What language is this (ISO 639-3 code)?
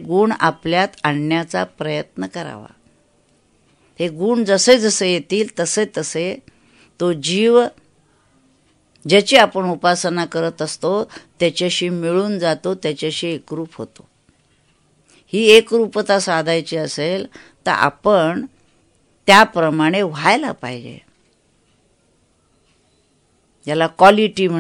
mar